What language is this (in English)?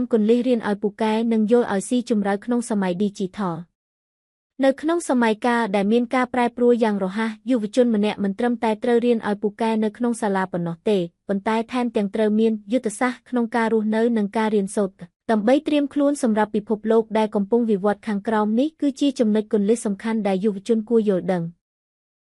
Khmer